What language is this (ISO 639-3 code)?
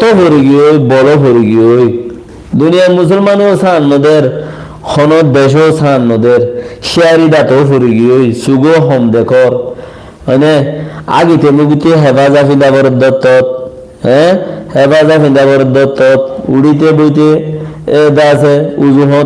rhg